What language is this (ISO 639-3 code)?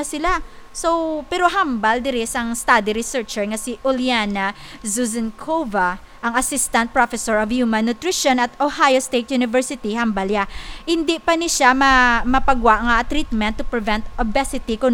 hil